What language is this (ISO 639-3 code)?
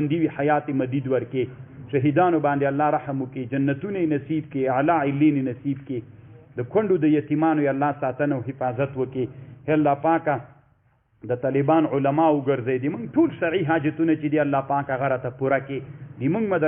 pus